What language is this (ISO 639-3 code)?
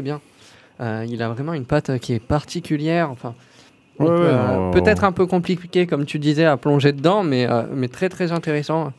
fra